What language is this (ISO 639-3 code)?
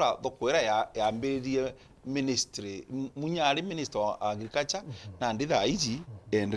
mer